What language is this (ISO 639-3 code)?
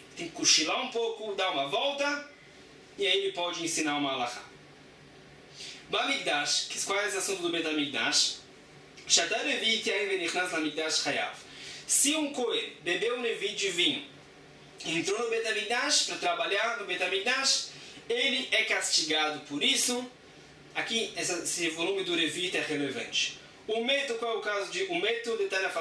por